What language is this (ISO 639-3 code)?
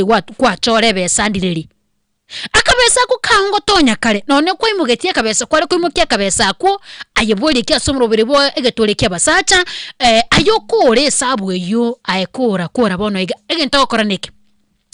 guz